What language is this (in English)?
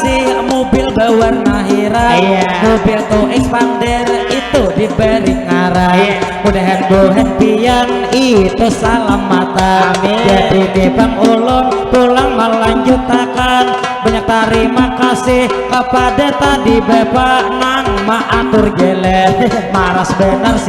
Banjar